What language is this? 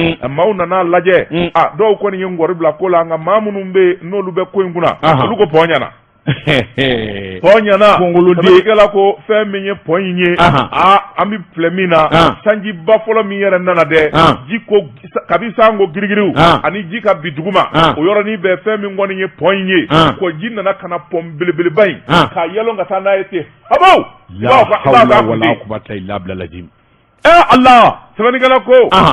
Bambara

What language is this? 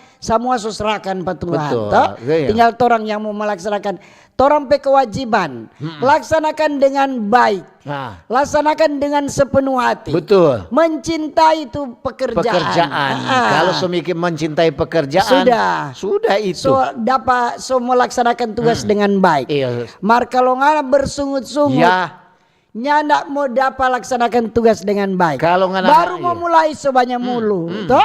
Manado Malay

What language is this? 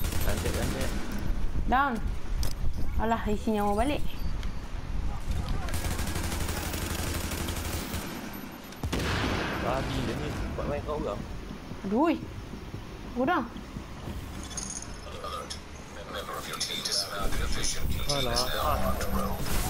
Malay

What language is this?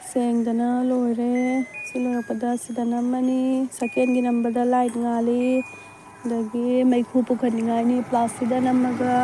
Manipuri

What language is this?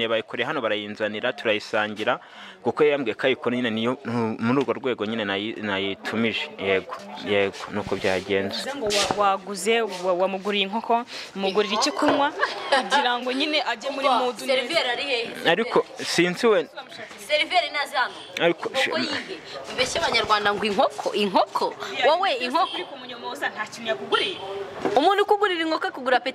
Kinyarwanda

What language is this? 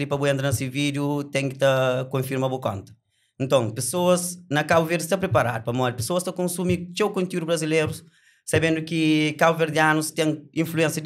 Kabuverdianu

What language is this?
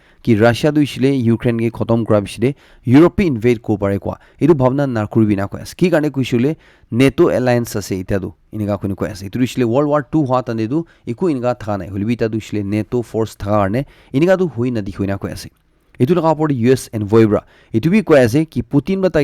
Naga Pidgin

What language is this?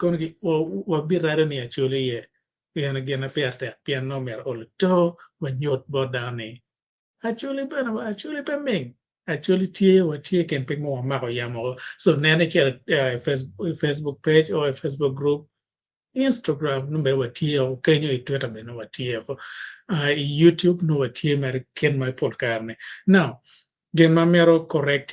Acoli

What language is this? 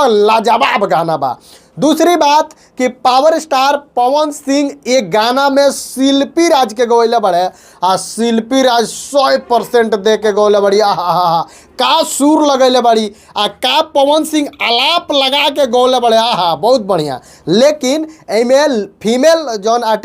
Bhojpuri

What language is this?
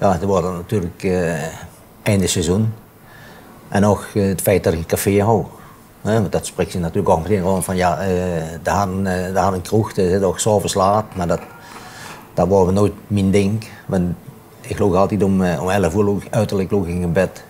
Limburgish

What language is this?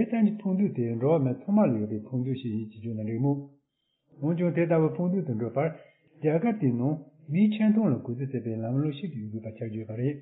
Tibetan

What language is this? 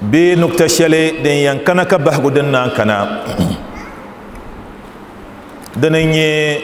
Dagbani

